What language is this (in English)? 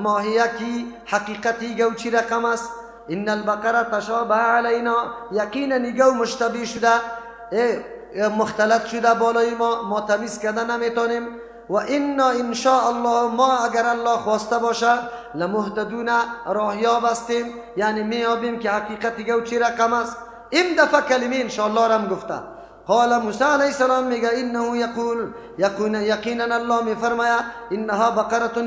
Persian